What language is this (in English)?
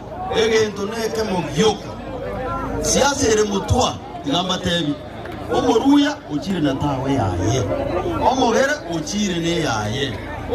Gusii